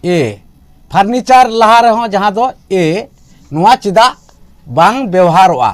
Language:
Santali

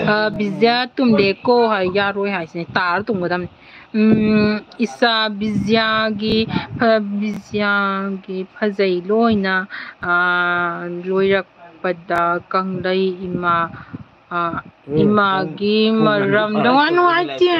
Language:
Manipuri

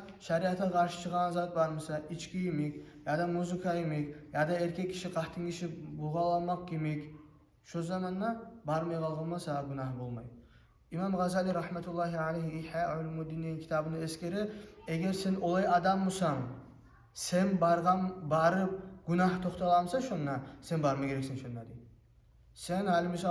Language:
Kumyk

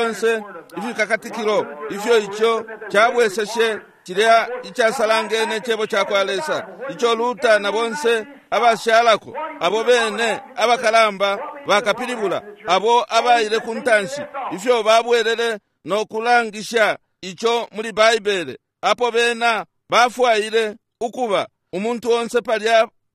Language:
Bemba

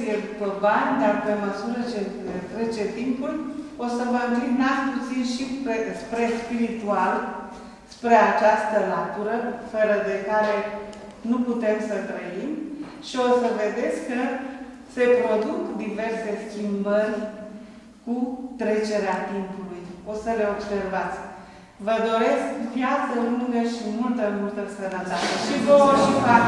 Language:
Romanian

